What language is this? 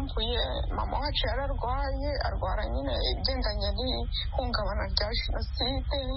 Kinyarwanda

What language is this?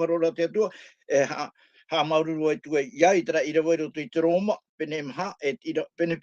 Tahitian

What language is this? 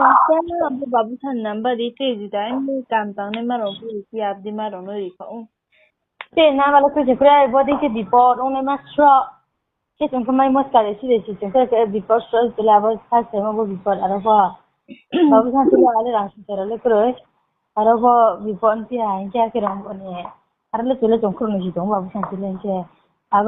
Riang (India)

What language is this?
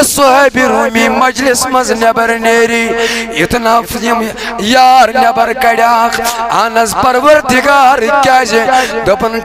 Kashmiri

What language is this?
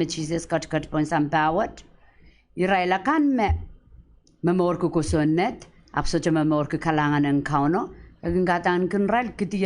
Pohnpeian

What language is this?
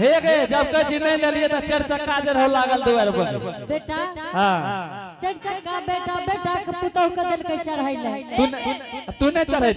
Angika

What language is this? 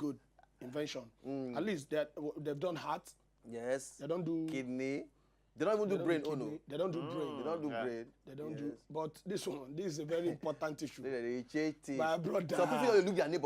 Nigerian Pidgin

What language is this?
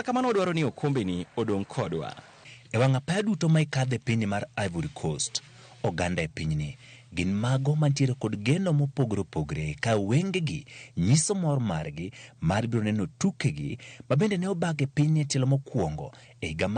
Luo (Kenya and Tanzania)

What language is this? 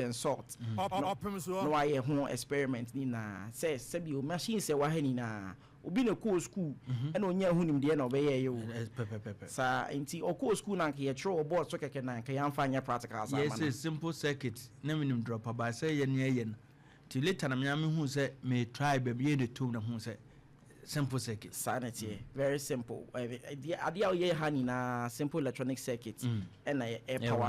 Akan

